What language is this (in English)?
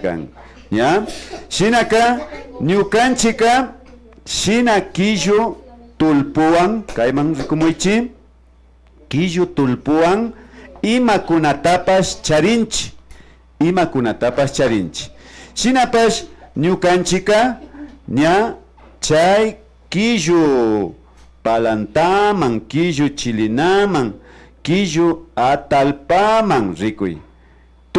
Imbabura Highland Quichua